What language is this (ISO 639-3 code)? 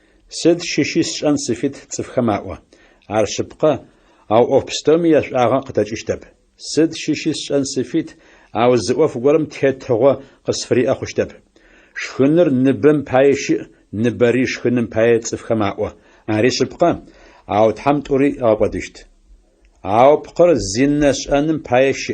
ady